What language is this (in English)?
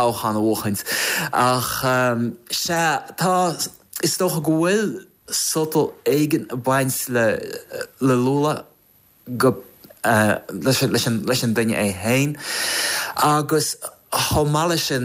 Irish